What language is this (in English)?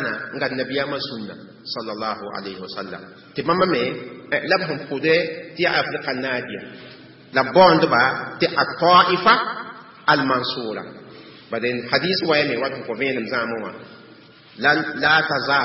Mossi